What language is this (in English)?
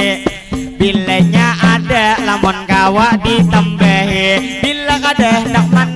Banjar